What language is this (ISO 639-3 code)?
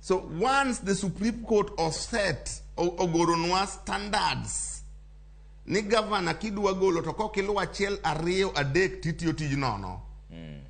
luo